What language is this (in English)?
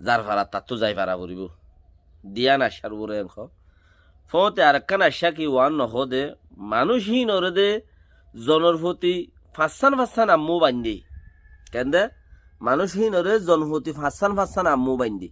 Rohingya